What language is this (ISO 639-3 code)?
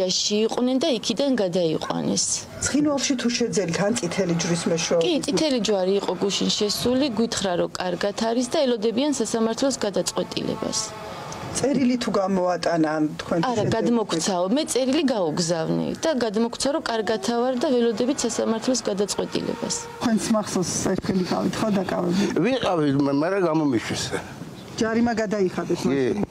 kat